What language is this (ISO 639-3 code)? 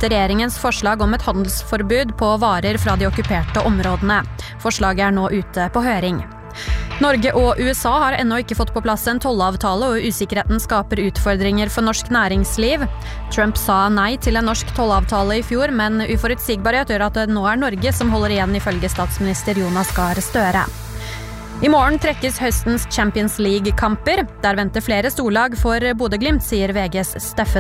nor